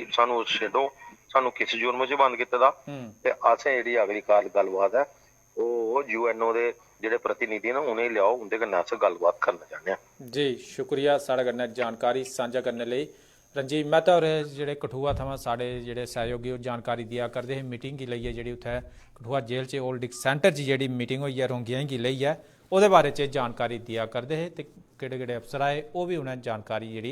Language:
Dogri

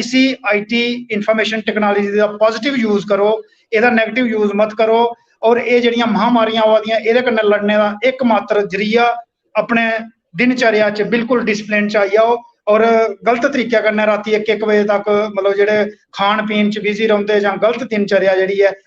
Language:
Dogri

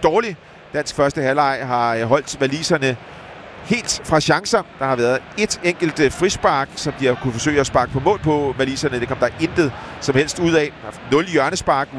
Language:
Danish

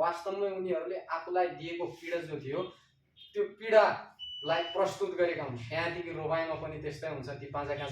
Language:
Nepali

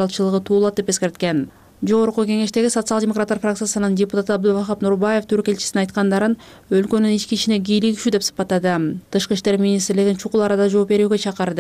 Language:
Kyrgyz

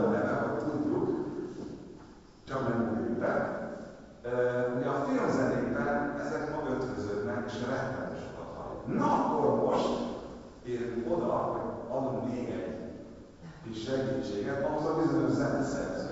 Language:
Hungarian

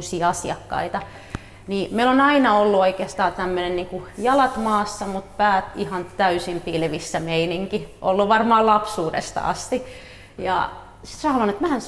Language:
Finnish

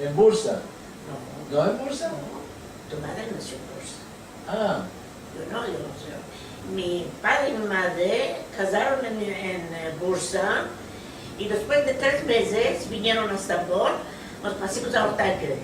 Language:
Ladino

